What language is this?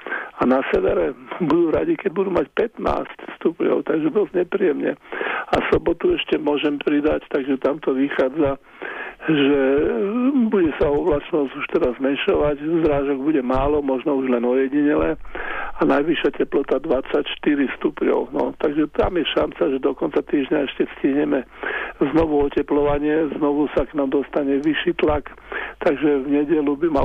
Slovak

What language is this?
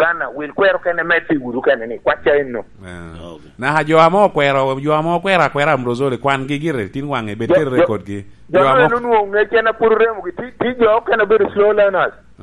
Lango (Uganda)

